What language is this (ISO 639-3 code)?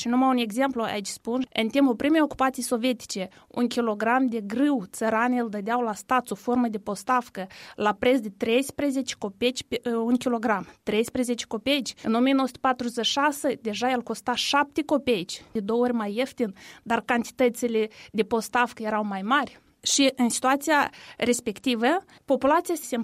ron